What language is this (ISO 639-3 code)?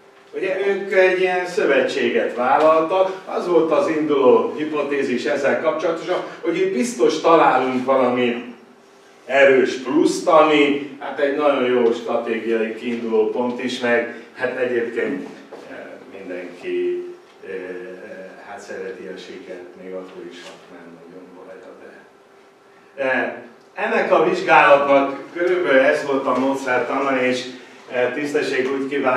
hun